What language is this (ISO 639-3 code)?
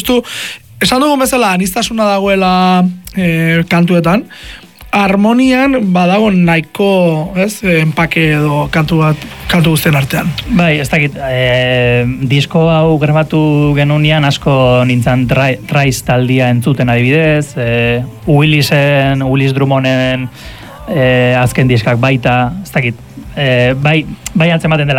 eus